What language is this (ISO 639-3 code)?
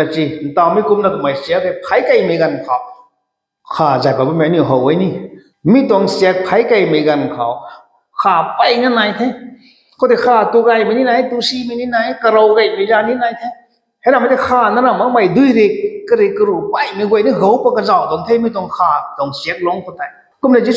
nbu